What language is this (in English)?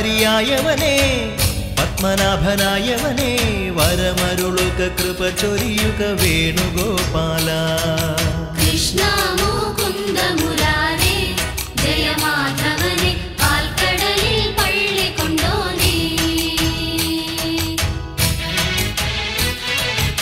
Malayalam